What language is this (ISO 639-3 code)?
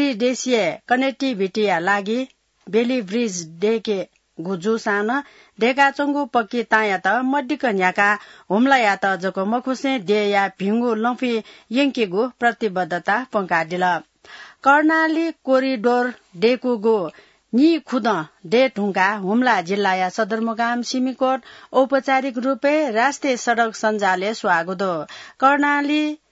new